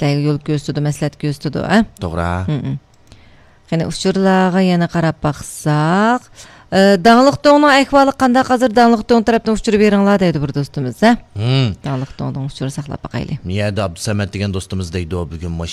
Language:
Uyghur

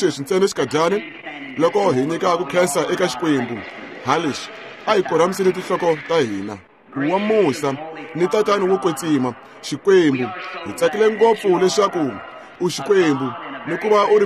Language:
Tsonga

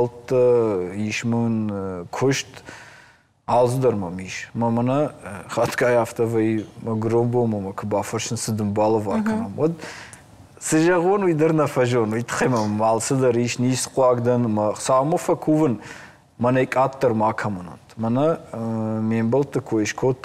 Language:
Ossetic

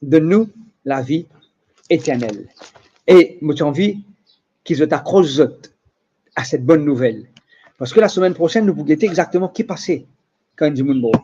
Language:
Morisyen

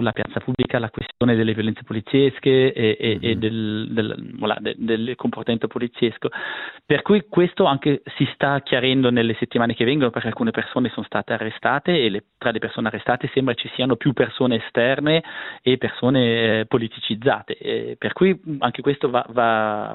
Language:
Italian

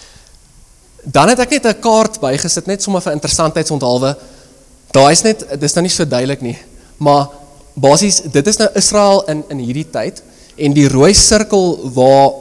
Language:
Afrikaans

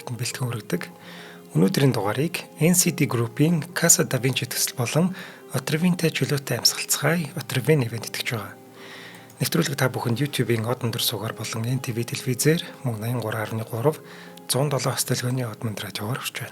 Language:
Mongolian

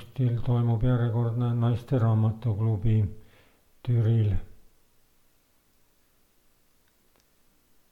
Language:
Estonian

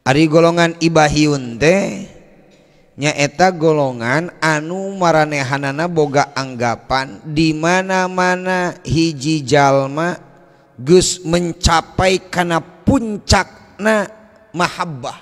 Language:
Sundanese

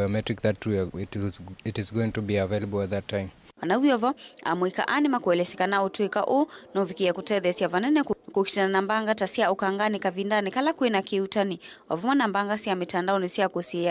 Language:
Kamba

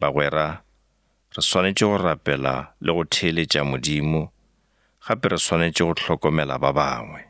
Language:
Northern Sotho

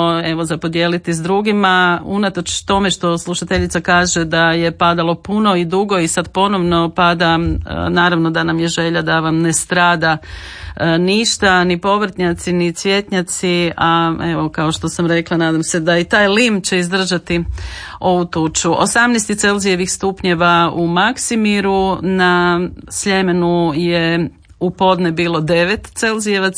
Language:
Croatian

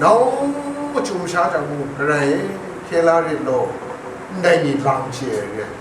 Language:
Kachin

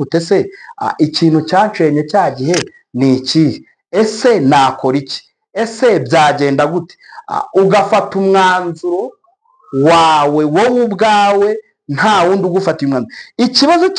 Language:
Kinyarwanda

